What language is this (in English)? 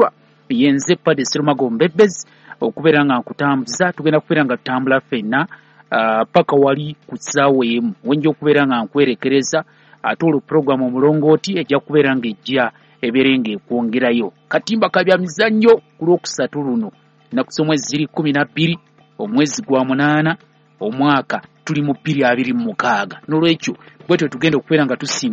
Ganda